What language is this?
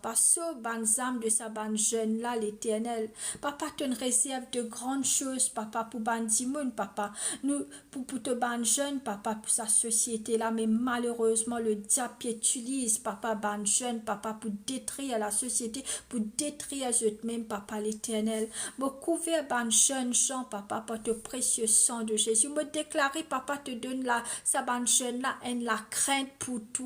Morisyen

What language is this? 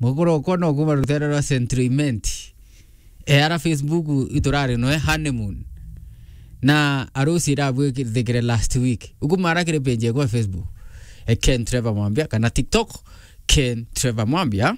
Meru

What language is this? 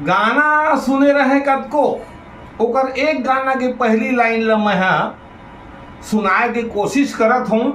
Chhattisgarhi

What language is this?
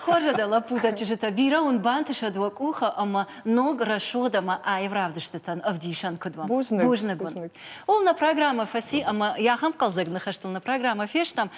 Ossetic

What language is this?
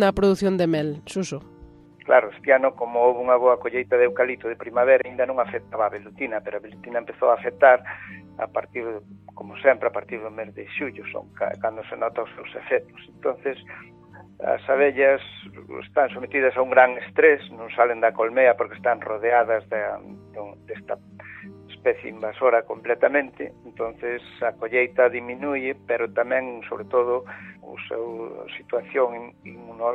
Galician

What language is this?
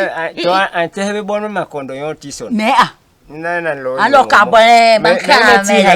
Basaa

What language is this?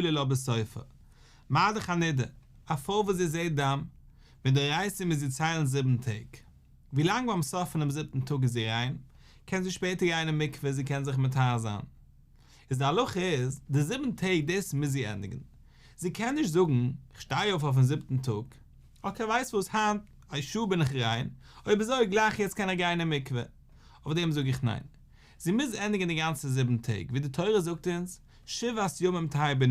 Yiddish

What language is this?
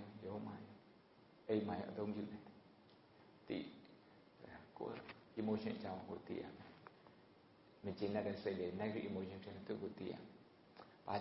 Burmese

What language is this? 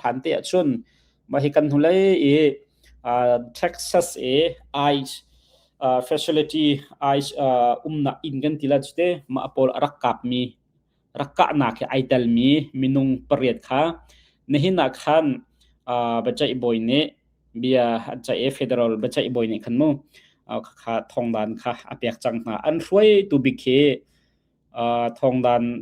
Hakha Chin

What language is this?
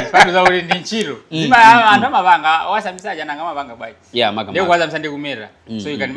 Nyanja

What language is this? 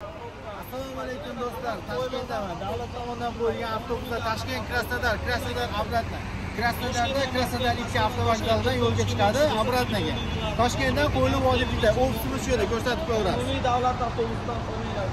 Uzbek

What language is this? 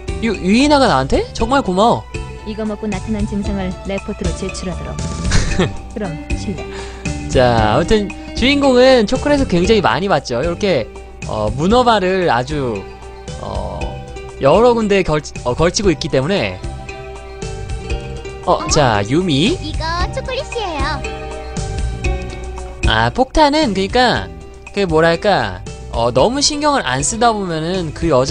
Korean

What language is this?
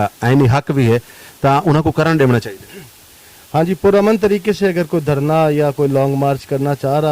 Saraiki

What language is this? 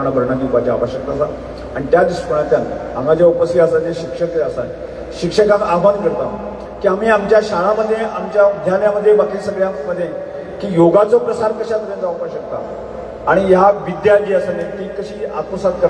Konkani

